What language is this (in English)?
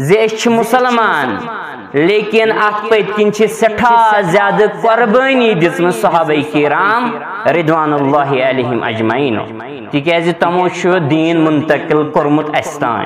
Kashmiri